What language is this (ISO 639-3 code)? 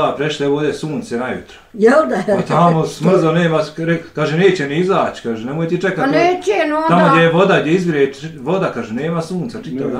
bos